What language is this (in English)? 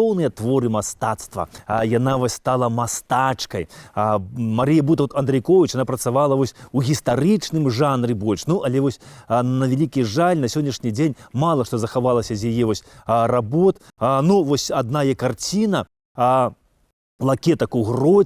Belarusian